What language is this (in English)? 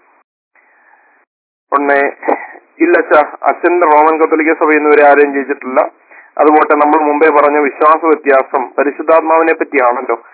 Malayalam